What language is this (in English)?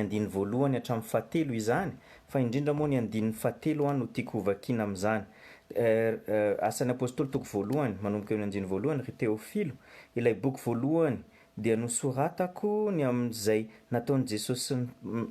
Malagasy